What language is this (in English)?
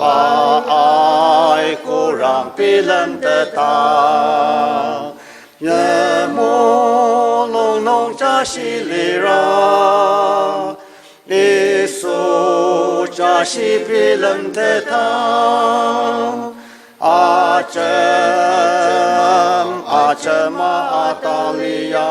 Ao Naga